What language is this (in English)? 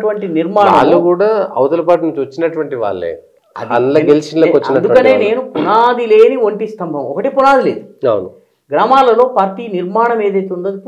Telugu